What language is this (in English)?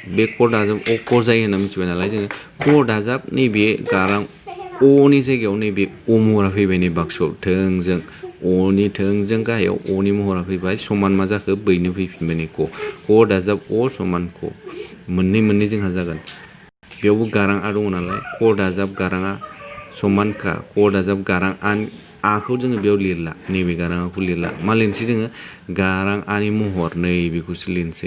Bodo